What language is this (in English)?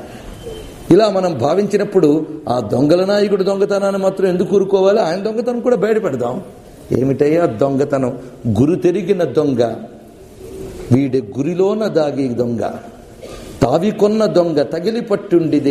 Telugu